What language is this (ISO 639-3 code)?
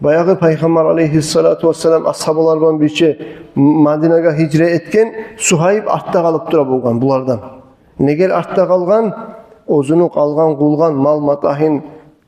kum